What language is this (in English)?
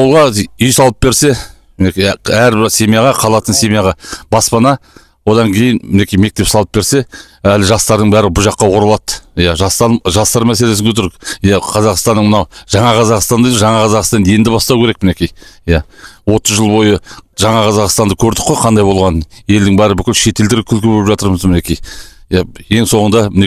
Kazakh